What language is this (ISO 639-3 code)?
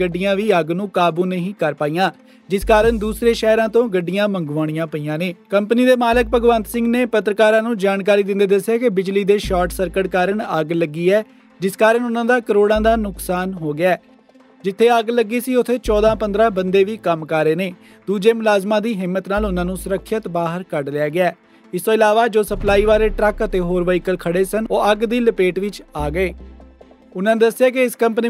pan